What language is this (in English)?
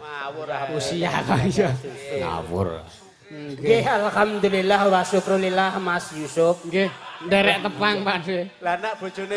Javanese